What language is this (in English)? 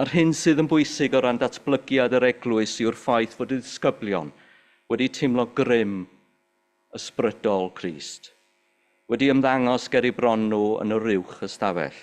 Welsh